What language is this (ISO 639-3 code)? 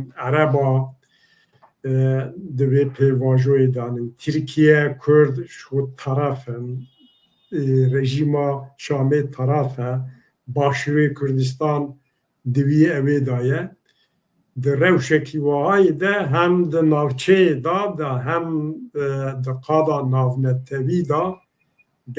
kur